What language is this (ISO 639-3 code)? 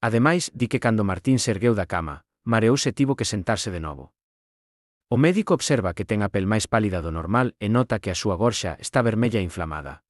glg